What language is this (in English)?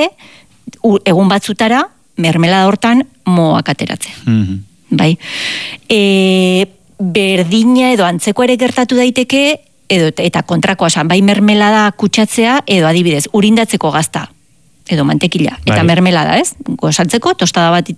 Basque